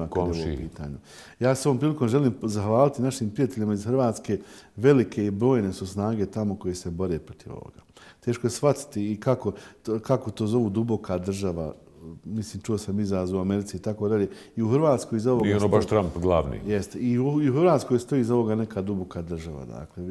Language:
Bosnian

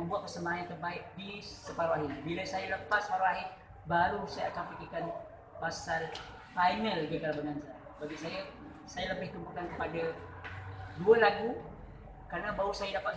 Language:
Malay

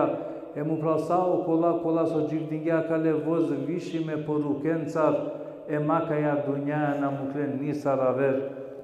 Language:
Balkan Romani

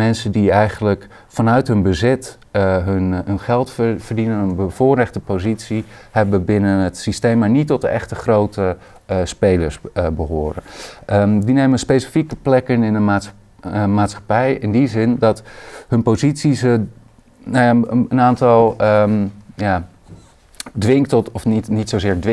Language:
Dutch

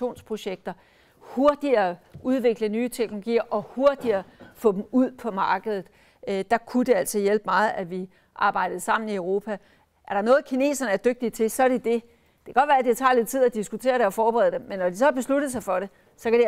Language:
Danish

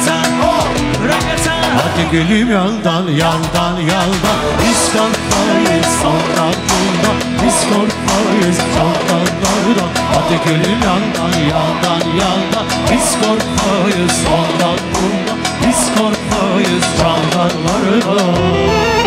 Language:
Turkish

